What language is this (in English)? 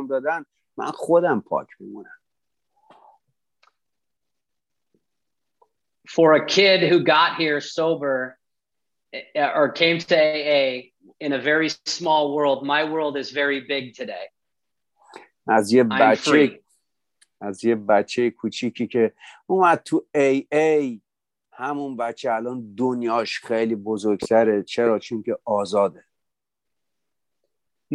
Persian